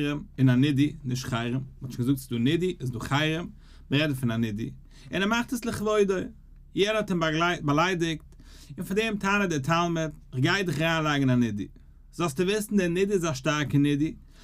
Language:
Yiddish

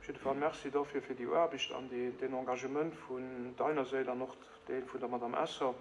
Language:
Luxembourgish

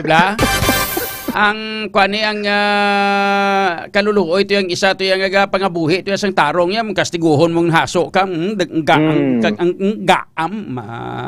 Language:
Hiligaynon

